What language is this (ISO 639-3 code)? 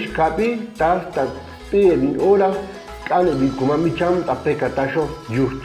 cac